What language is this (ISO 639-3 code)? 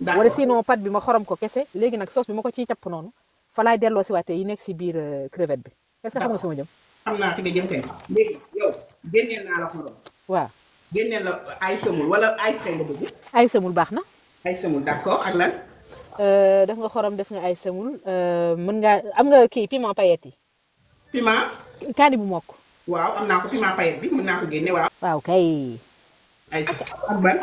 wol